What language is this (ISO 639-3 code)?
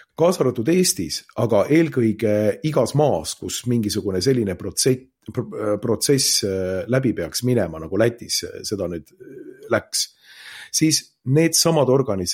est